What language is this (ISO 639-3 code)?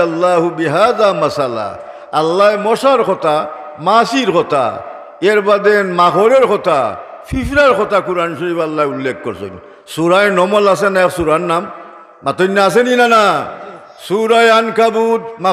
syl